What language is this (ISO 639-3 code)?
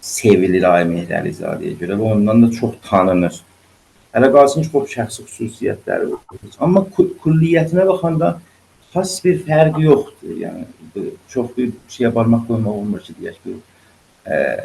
azb